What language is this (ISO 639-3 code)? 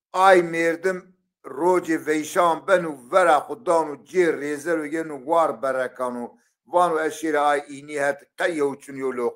zza